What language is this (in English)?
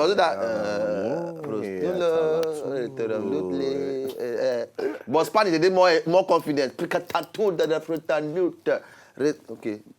Nigerian Pidgin